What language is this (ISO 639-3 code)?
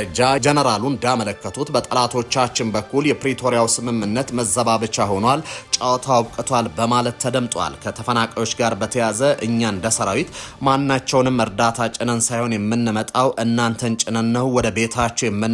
amh